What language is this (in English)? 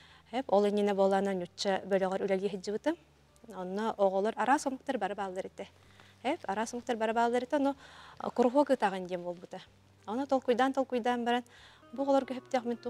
Yakut